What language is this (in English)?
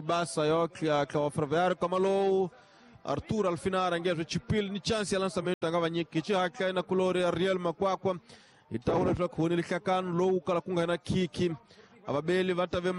Tsonga